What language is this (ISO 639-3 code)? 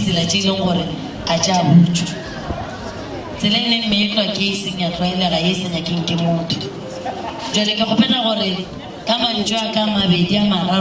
nso